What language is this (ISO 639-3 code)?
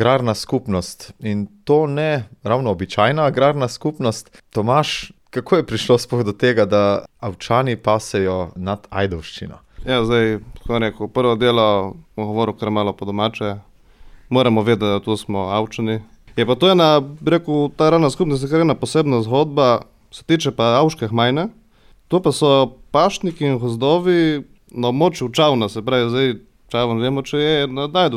slv